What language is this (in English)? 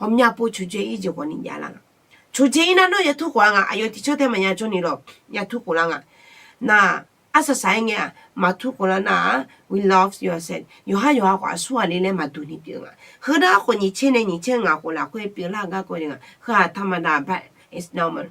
Akha